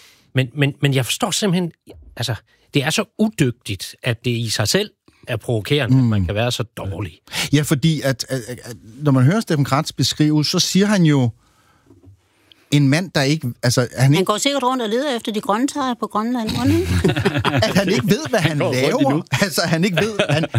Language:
Danish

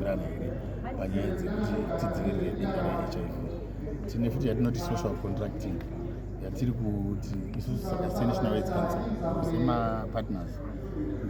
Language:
Shona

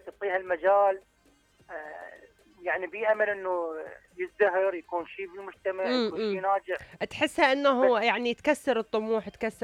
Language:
Mesopotamian Arabic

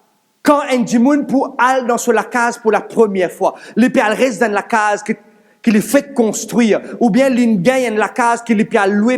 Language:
Morisyen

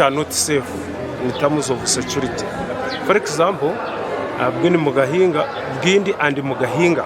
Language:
Nyankole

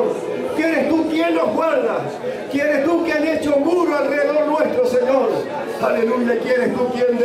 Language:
Spanish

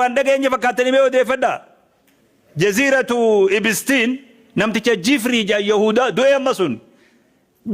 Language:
Oromo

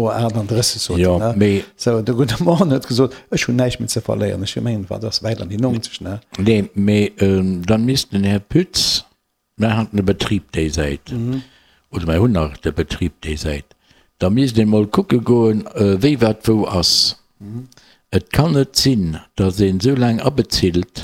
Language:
Luxembourgish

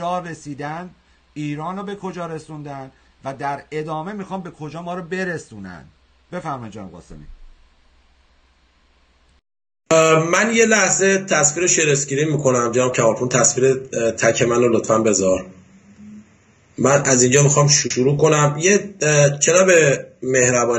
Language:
Persian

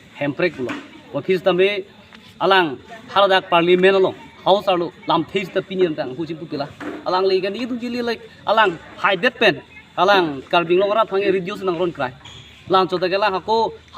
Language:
Karbi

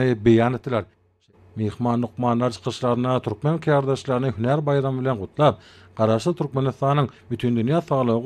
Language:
Turkmen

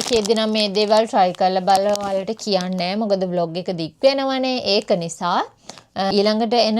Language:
Sinhala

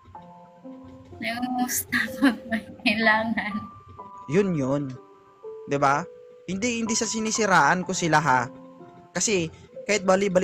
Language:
Filipino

